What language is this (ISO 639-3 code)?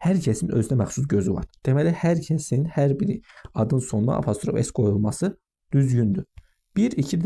aze